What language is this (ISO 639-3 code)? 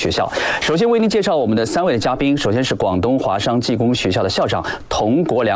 zho